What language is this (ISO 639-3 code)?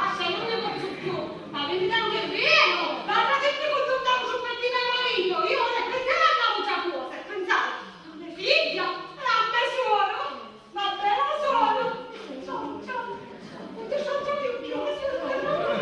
scn